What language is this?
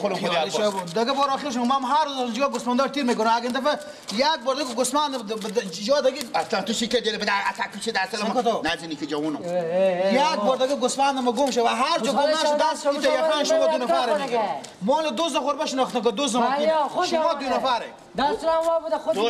Persian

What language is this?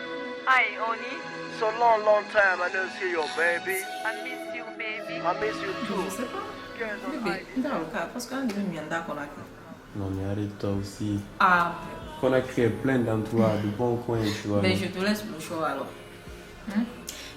Pular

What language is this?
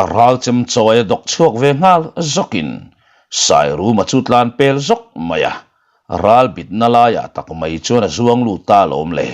Mizo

